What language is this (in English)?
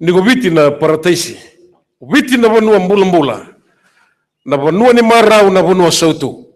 Fijian